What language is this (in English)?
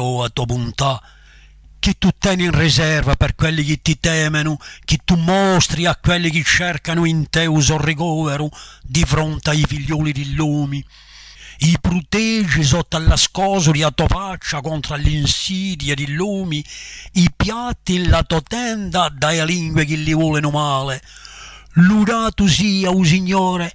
Corsican